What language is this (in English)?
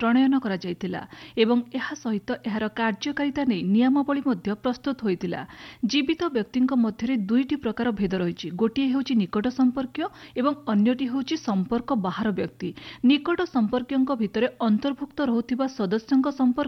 Odia